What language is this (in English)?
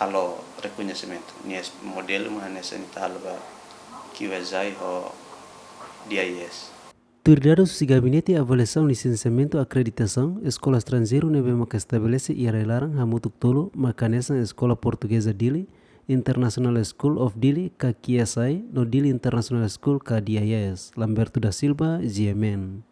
Tetum